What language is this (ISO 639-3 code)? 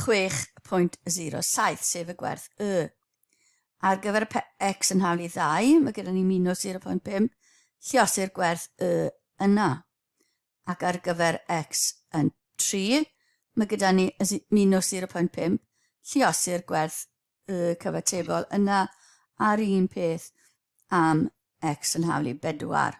cym